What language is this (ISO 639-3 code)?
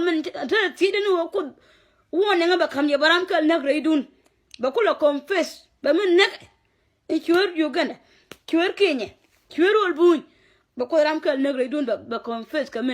nus